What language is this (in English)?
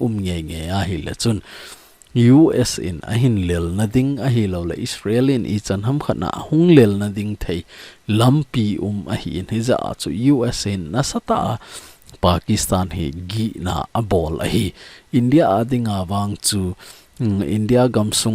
Thado Chin